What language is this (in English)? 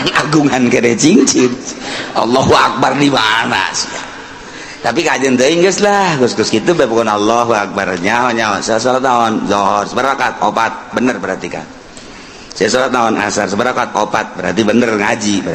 Sundanese